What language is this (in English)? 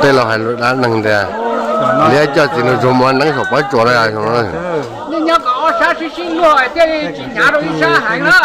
Hmong